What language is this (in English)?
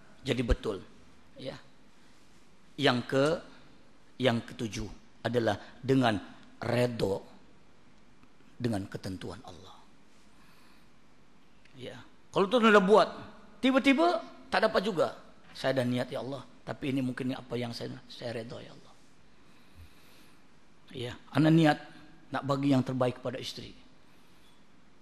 Malay